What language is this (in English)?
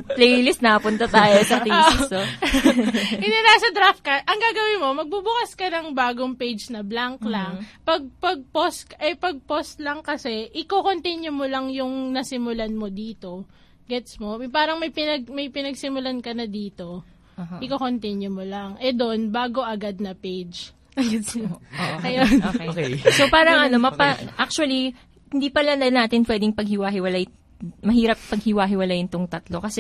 Filipino